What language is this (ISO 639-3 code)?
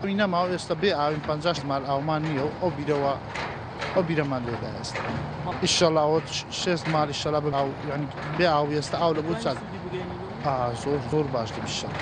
ckb